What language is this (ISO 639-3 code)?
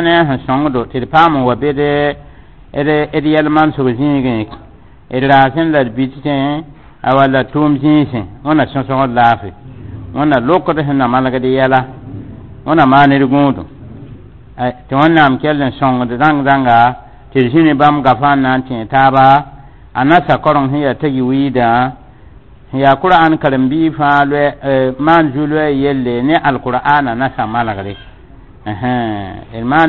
mos